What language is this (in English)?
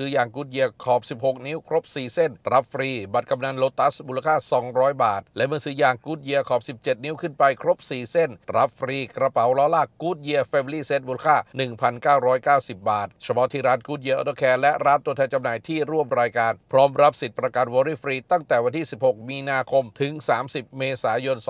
Thai